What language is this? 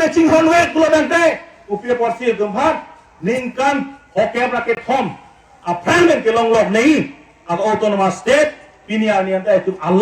Karbi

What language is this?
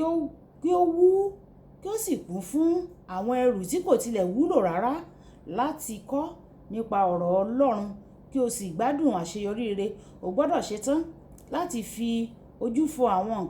Yoruba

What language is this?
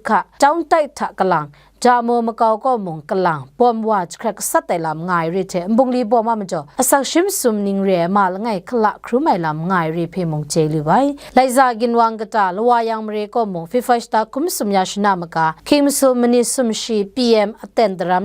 Kachin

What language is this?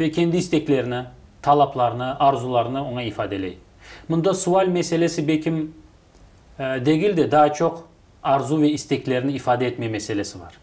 Crimean Tatar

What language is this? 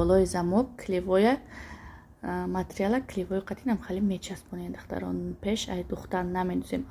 Tajik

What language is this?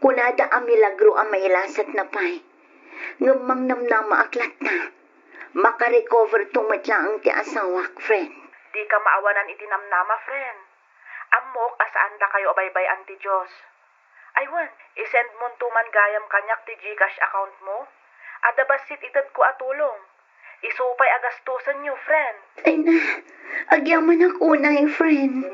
Iloko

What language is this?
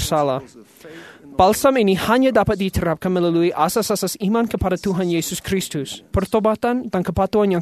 Indonesian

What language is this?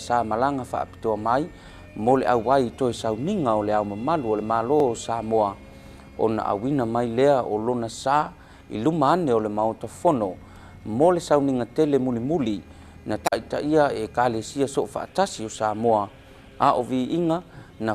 Samoan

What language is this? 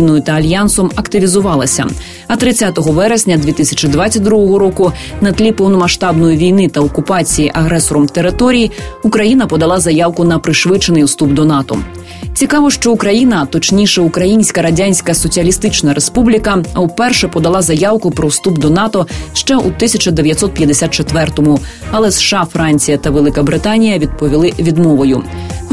Ukrainian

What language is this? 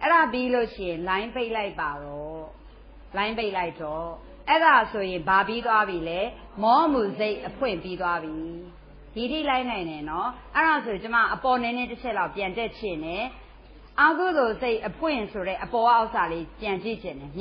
Burmese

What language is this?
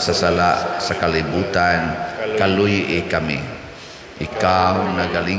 Cebuano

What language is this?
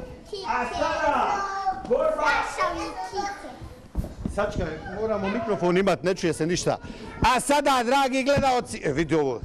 Bosnian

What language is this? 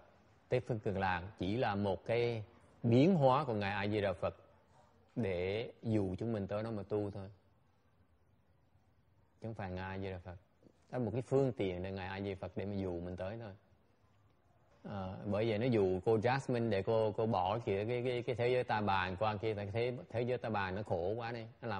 Vietnamese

